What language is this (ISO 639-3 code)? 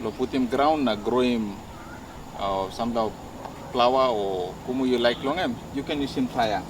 tpi